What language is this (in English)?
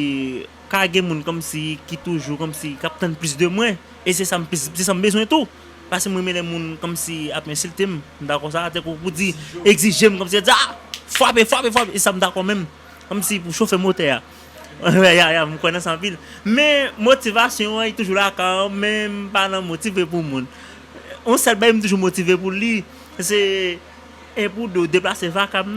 Haitian Creole